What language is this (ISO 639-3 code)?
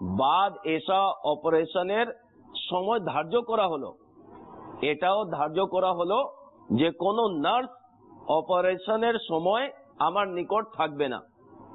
ben